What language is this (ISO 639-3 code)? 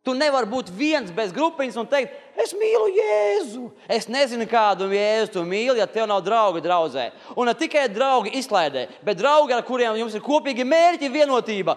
lav